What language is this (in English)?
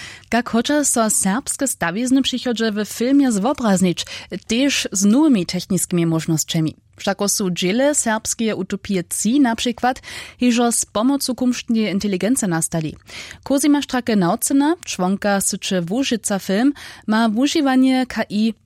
Upper Sorbian